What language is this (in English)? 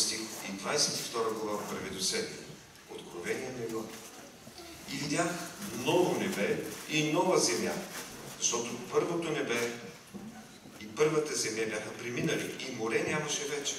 Bulgarian